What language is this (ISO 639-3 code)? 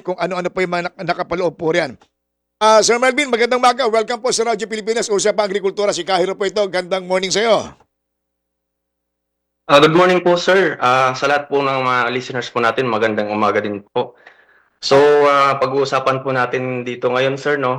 fil